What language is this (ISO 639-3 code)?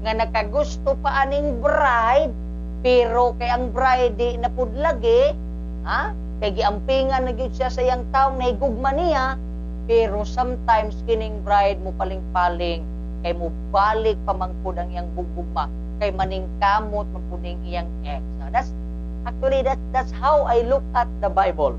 ceb